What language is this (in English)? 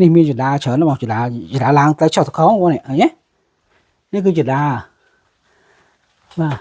Khmer